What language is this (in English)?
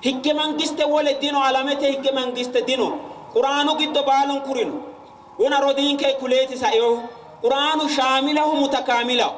Sidamo